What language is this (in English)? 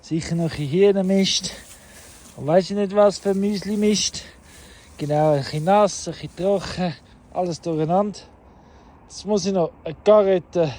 Swiss German